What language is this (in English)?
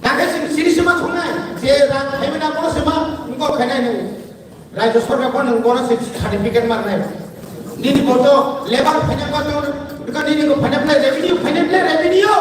Kok Borok